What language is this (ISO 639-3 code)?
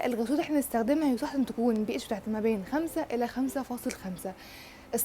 arz